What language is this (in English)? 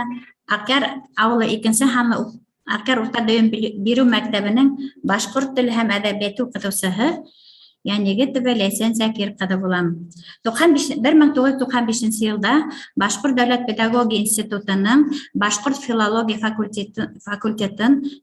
Bashkir